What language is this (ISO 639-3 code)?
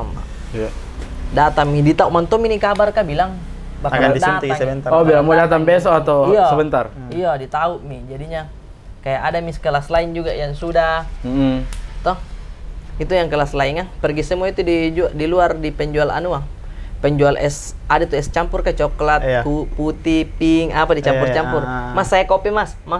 mfp